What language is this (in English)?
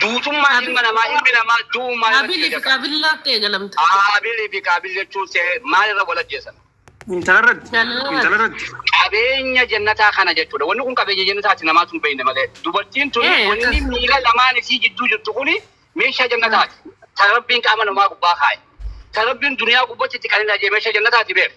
Oromo